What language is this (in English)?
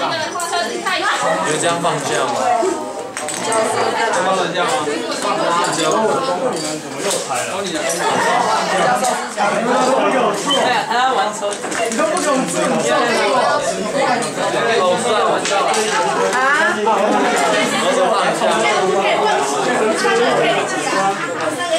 Chinese